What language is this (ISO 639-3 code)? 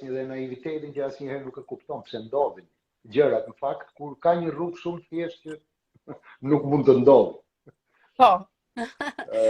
sqi